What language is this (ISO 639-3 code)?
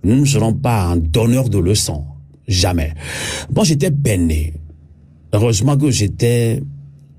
fra